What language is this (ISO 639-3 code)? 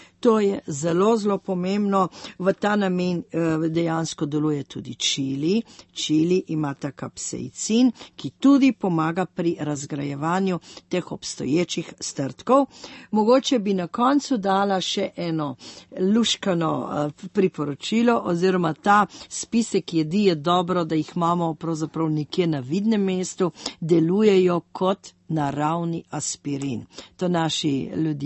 slv